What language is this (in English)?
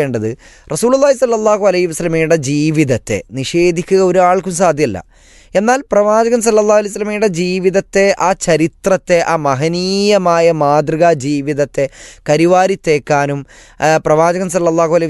Malayalam